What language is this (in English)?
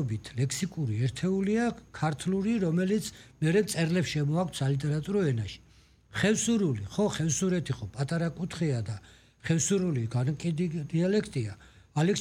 Georgian